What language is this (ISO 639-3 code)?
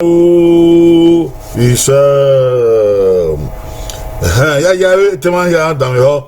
bin